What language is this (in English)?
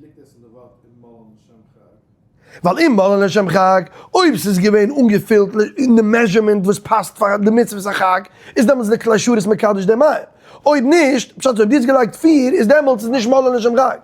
Yiddish